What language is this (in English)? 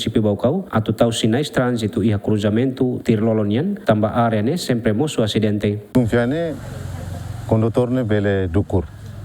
Tetum